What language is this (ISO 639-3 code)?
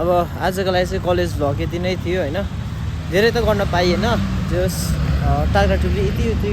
nep